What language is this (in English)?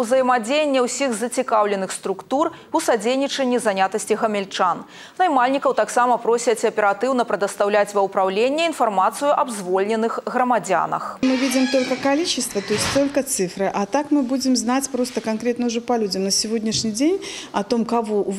Belarusian